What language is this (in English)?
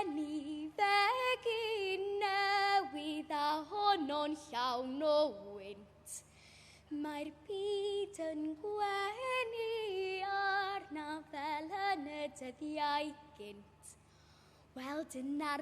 Welsh